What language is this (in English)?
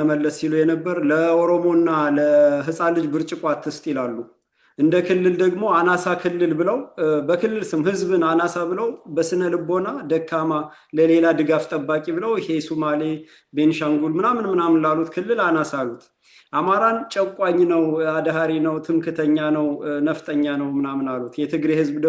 Amharic